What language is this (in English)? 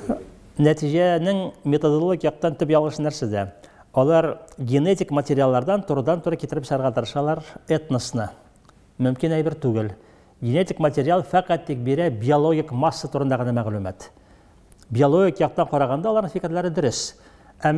Tatar